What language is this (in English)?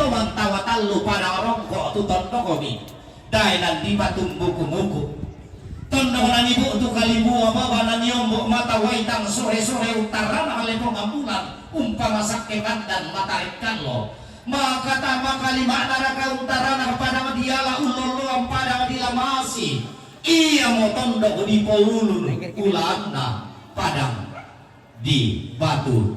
Toraja-Sa'dan